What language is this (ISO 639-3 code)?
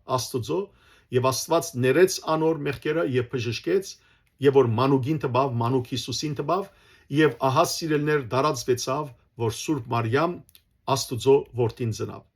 hyw